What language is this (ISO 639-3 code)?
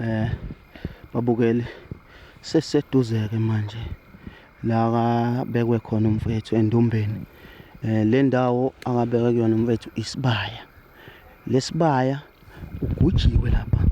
zul